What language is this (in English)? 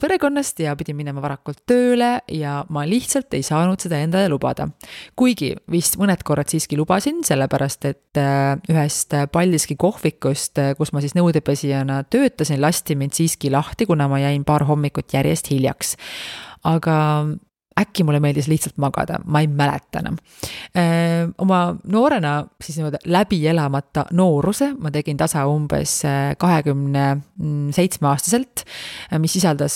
Estonian